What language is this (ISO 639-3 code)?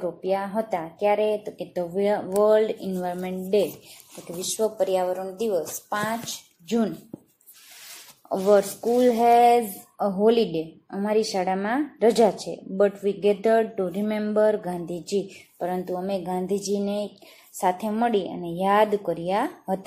guj